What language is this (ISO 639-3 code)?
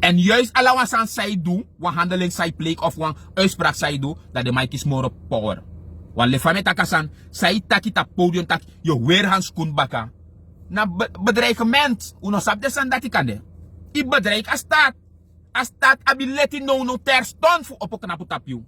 srn